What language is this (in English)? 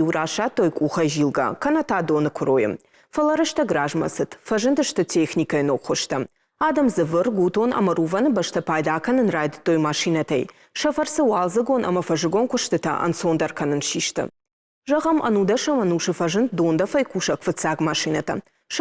Ossetic